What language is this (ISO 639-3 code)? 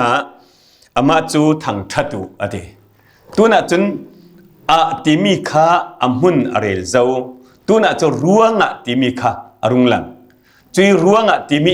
cfm